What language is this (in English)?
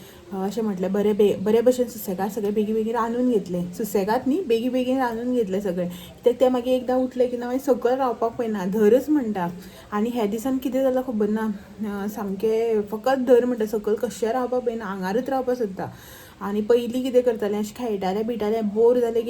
Konkani